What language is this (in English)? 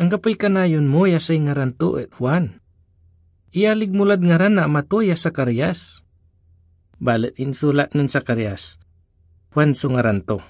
Pangasinan